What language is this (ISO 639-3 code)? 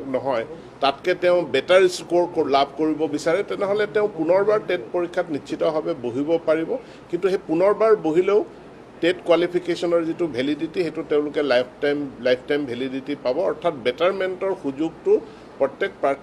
asm